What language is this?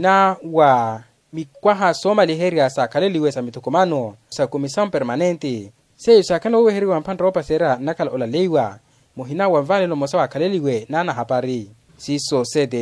Makhuwa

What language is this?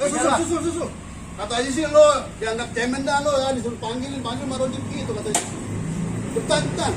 Betawi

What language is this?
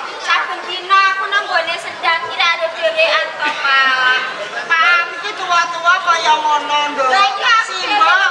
Javanese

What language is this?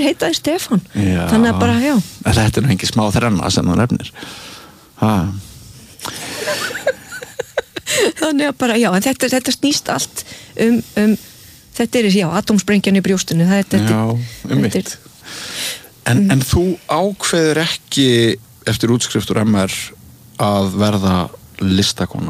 Icelandic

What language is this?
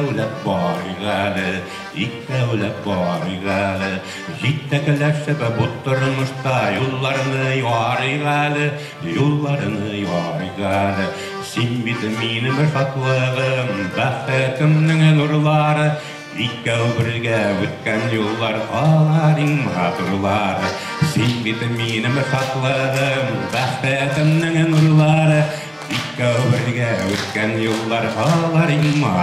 Bashkir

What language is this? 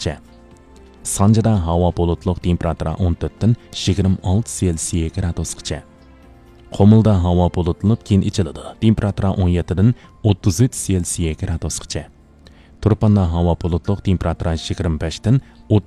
Uyghur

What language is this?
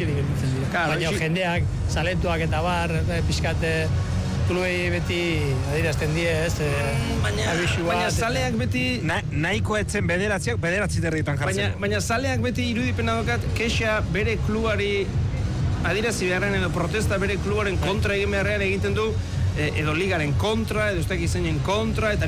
Basque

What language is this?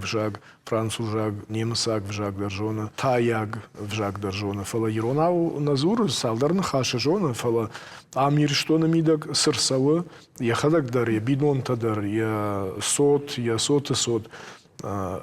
Ossetic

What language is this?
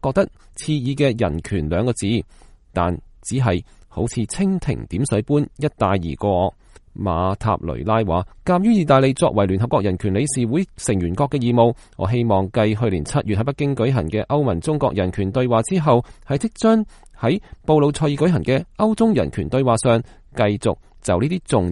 Cantonese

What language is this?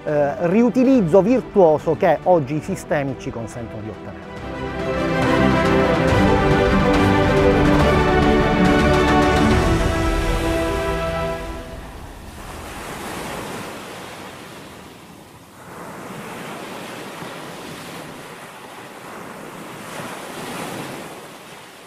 Italian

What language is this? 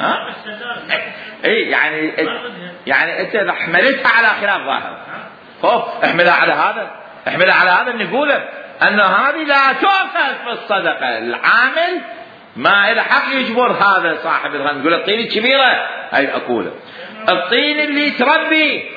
Mesopotamian Arabic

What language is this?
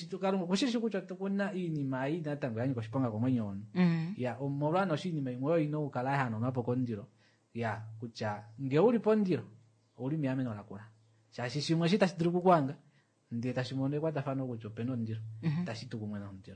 Kuanyama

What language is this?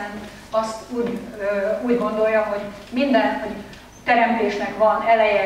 Hungarian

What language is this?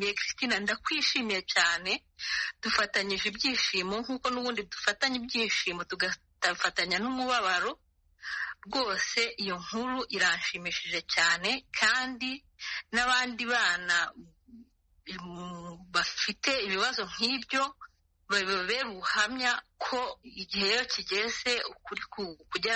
Kinyarwanda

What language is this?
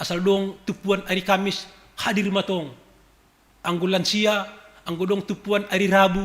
Batak Simalungun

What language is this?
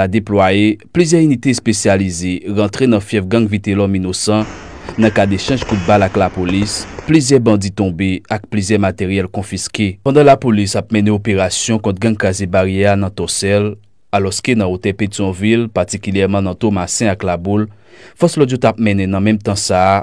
Haitian Creole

